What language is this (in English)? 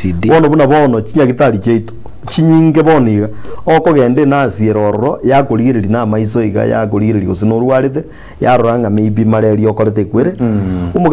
Gusii